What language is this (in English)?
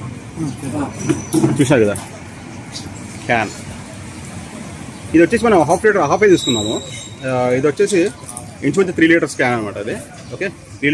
Telugu